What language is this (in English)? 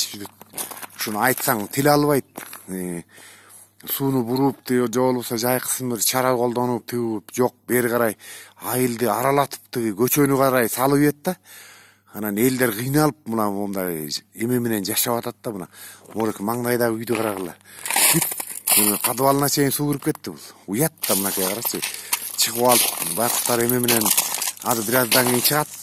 Kyrgyz